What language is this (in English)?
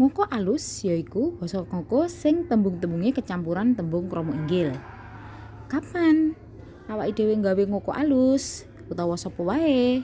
Javanese